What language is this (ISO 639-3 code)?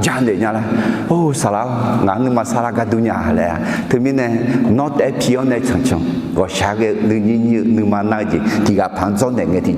ahk